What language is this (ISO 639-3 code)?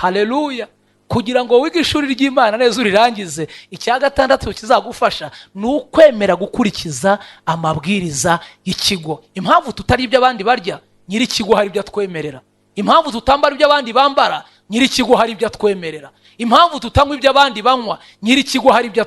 kin